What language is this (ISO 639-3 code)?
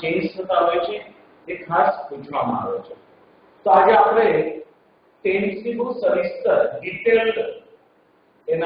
guj